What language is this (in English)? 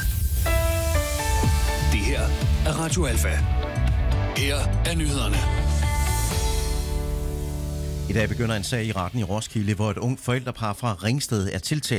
Danish